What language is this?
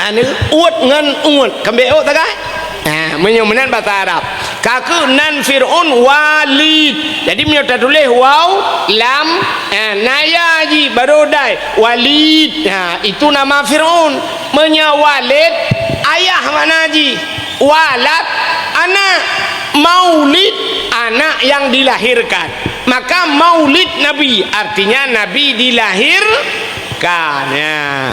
Achinese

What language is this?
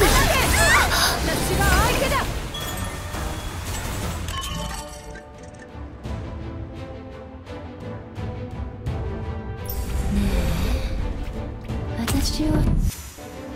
Japanese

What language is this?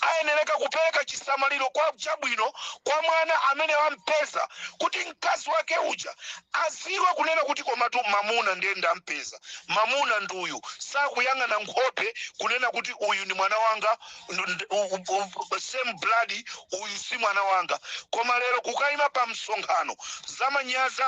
Nyanja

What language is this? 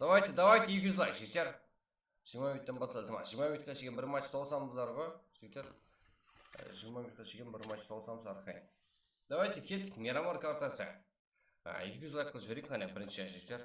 Kara-Kalpak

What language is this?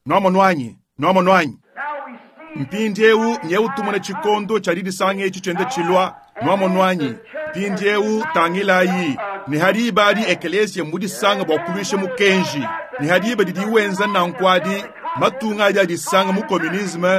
Luba-Lulua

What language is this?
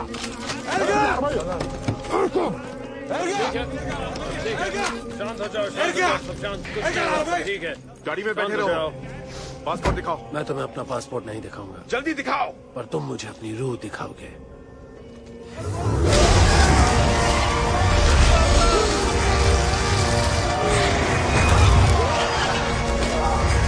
Hindi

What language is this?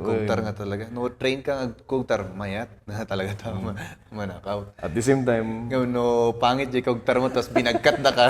Kankanaey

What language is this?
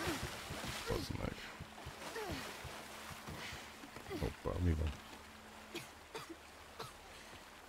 Hungarian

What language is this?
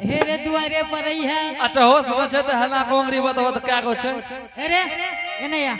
Angika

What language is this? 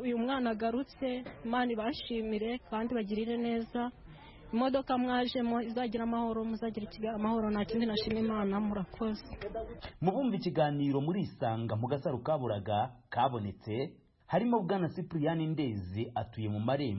Kinyarwanda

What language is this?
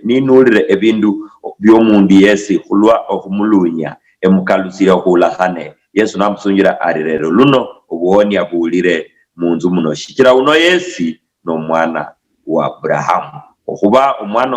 Luyia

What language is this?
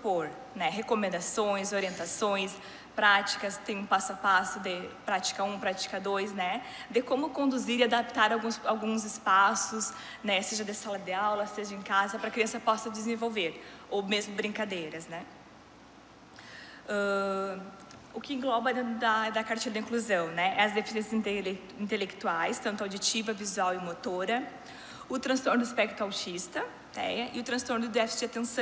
Portuguese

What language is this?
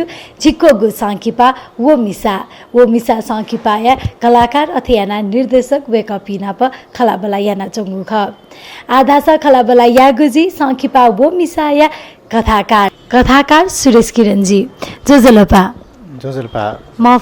Newari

